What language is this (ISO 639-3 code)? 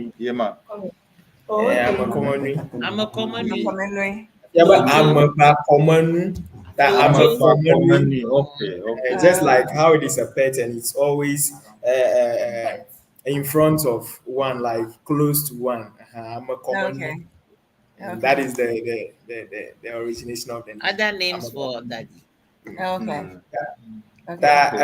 ewe